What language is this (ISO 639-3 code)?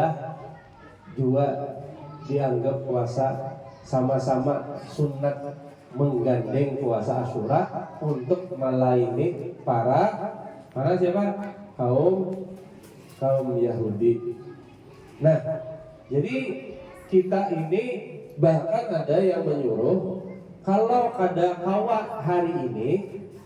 bjn